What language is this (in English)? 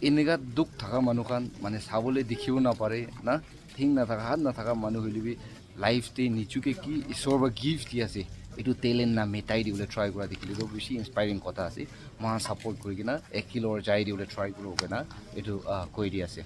Naga Pidgin